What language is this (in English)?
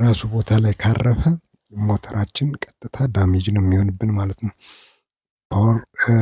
Amharic